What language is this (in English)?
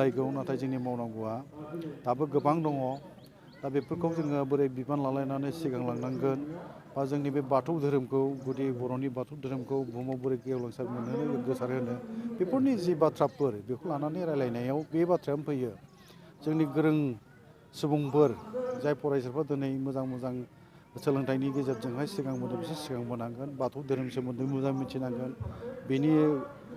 Bodo